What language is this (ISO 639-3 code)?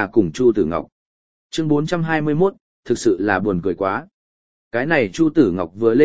vie